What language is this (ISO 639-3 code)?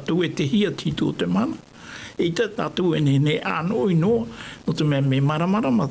tah